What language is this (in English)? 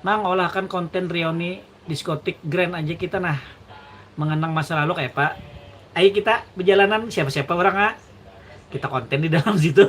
Banjar